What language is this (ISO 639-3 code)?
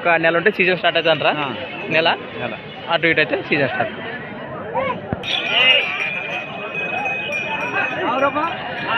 tel